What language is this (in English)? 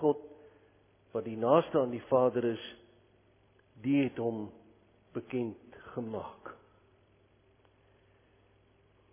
Afrikaans